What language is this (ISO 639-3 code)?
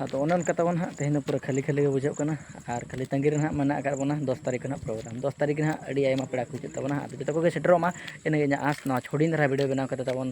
sat